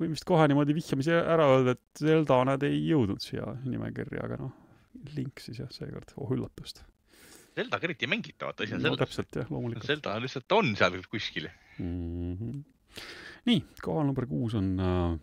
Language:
Estonian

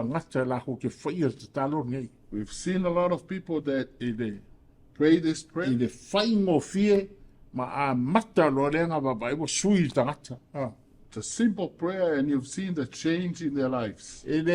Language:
Samoan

